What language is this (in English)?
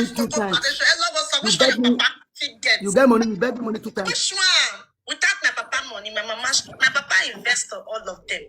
Nigerian Pidgin